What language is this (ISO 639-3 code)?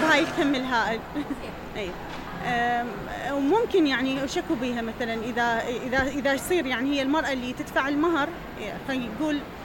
acm